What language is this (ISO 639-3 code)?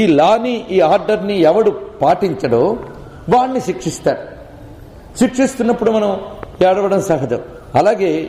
tel